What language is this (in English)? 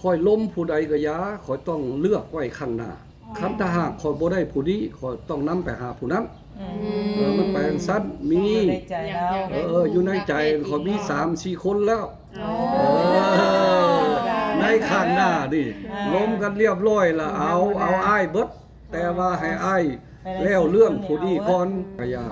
Lao